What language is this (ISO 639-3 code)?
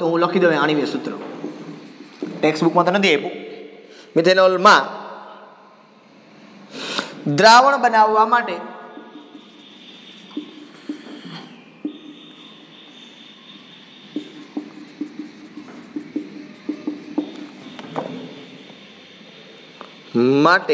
guj